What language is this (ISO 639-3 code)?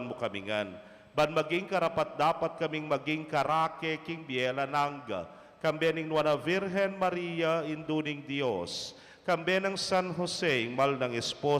pam